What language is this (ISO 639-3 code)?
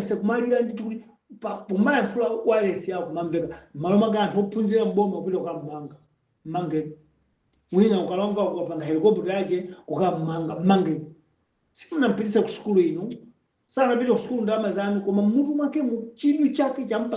nya